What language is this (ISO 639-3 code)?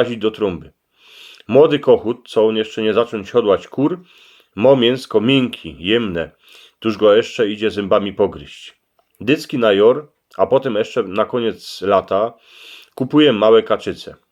szl